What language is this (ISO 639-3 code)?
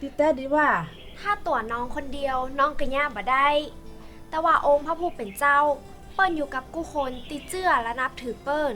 shn